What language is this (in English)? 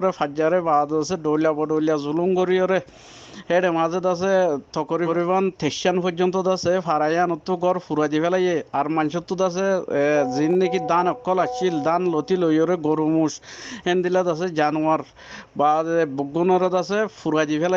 Rohingya